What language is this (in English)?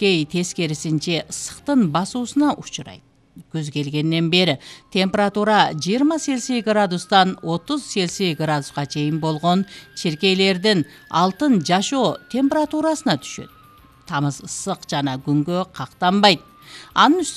Kyrgyz